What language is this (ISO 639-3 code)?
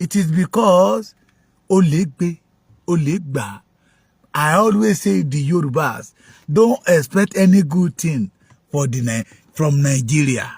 yor